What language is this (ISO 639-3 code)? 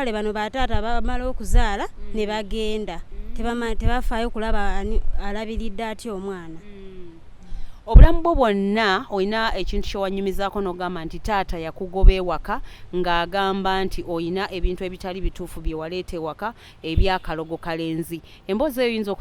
lug